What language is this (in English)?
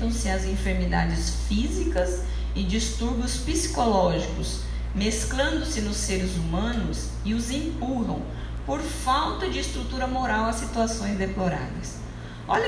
Portuguese